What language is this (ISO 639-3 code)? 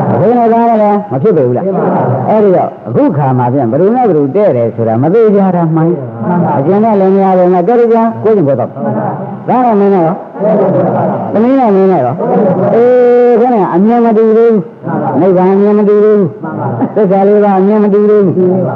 mya